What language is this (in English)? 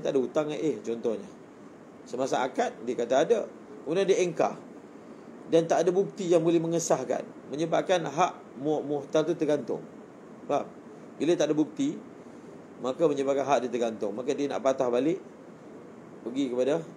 Malay